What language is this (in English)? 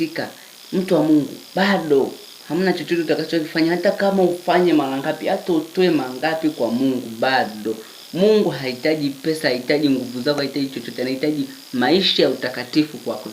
Swahili